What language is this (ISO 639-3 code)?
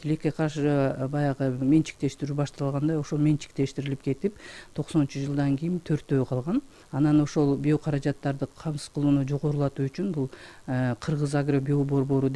kir